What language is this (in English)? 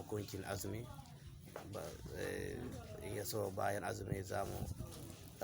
Hausa